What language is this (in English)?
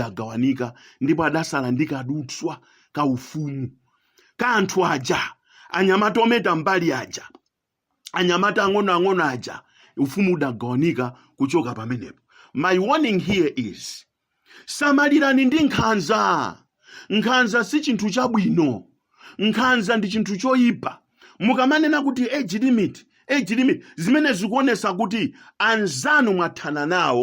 Nyanja